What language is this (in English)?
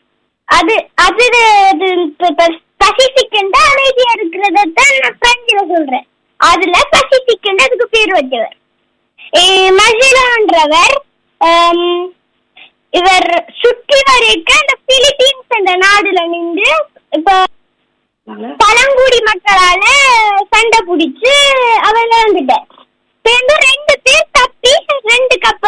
Tamil